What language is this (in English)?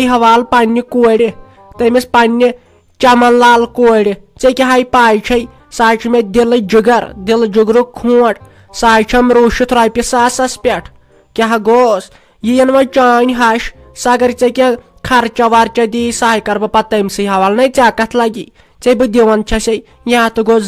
Kashmiri